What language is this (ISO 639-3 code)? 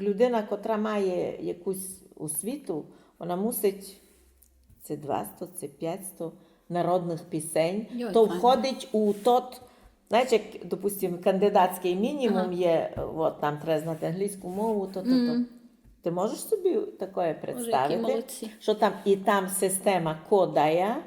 rue